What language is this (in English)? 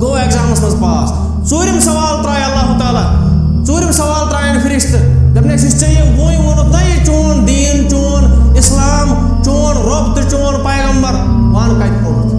Kashmiri